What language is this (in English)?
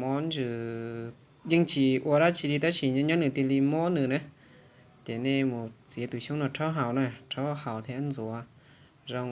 Hmong